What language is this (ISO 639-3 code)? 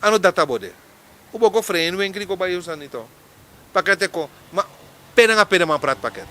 srn